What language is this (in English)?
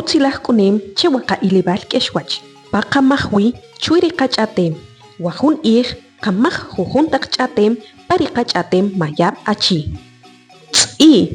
Achi